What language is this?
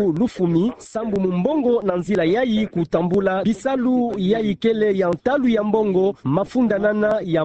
Kituba (Democratic Republic of Congo)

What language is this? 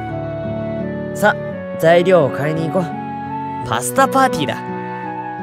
Japanese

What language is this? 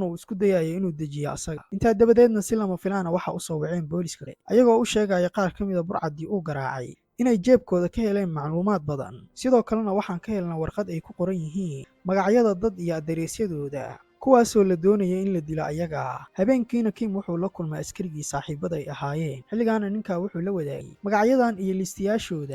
Somali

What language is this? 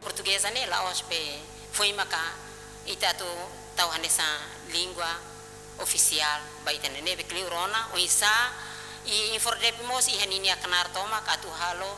Tetum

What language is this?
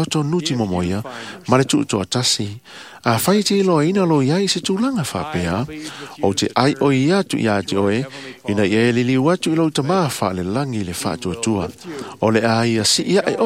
Samoan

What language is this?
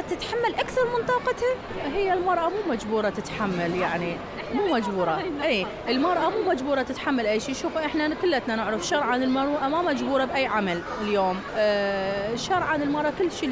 Mesopotamian Arabic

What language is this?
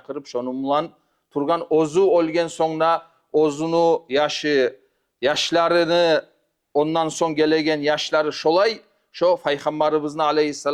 Kumyk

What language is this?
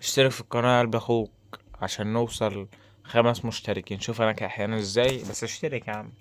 Egyptian Arabic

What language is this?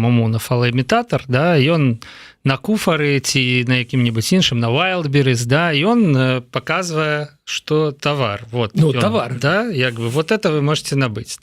Belarusian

